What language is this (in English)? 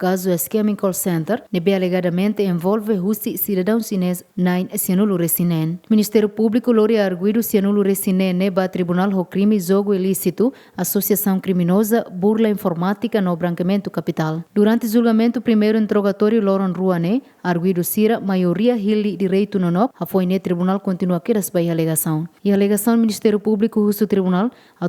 Tetum